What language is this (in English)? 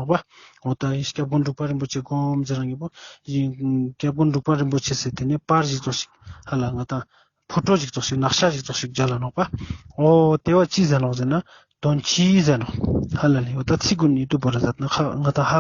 Ladakhi